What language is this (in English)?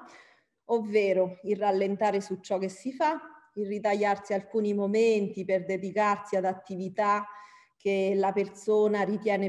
Italian